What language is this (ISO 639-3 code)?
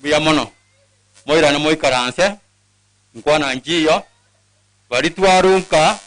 guz